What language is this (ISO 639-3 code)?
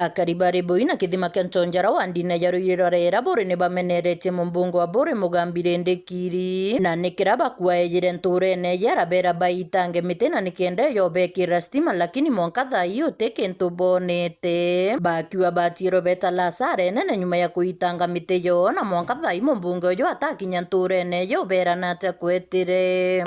mer